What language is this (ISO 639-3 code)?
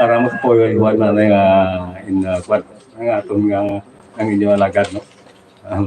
hil